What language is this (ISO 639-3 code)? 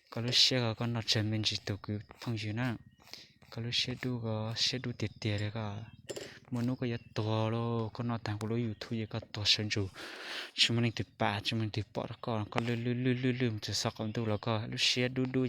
hmn